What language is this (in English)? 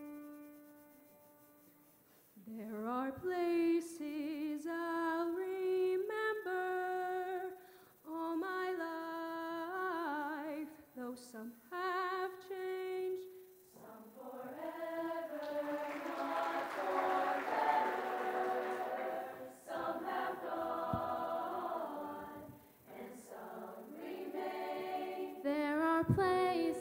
English